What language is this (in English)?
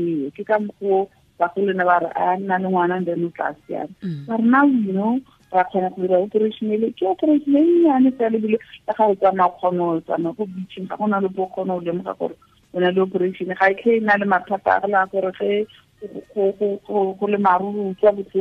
Tswana